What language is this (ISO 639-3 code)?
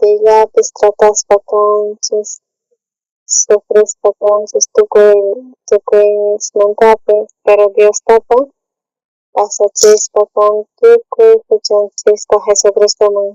quh